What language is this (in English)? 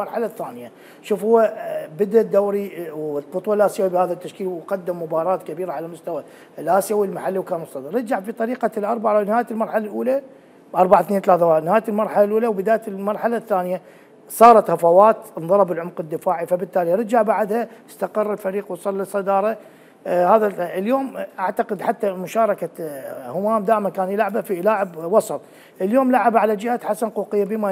Mesopotamian Arabic